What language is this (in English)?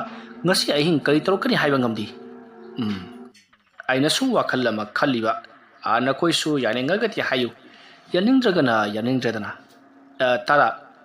Manipuri